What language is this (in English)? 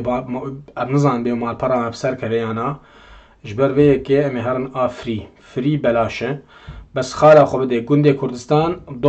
Kurdish